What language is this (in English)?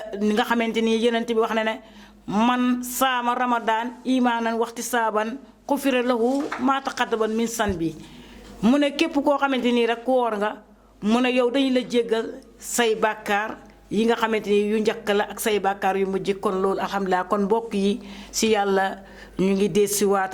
Wolof